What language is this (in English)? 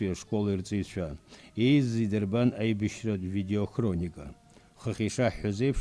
Abkhazian